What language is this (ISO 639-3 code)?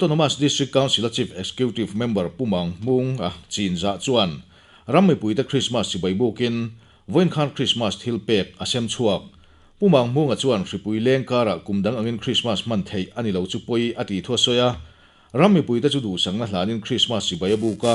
lus